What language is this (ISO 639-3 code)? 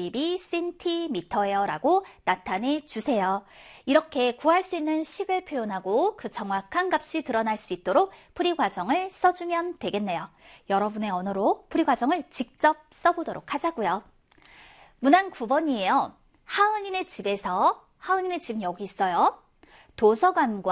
kor